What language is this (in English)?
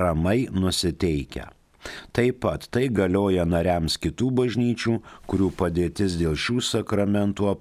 Lithuanian